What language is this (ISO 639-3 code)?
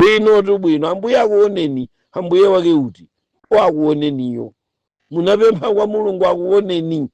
nya